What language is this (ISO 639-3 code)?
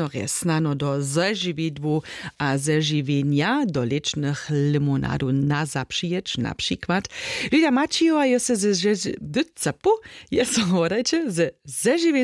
hsb